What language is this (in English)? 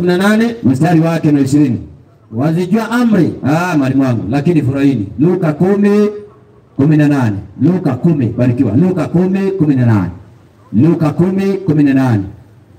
Swahili